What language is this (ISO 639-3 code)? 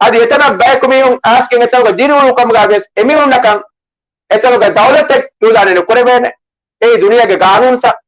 div